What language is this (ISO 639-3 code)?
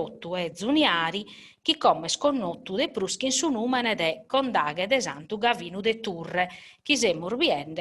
srd